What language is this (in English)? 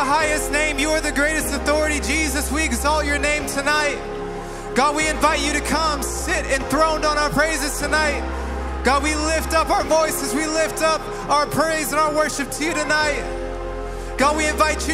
English